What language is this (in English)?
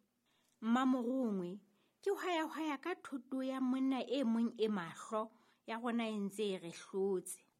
Southern Sotho